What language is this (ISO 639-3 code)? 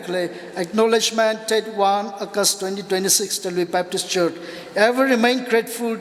nmf